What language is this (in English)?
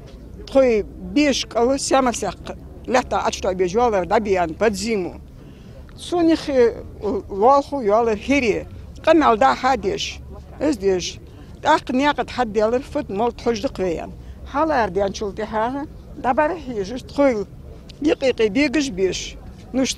Ingush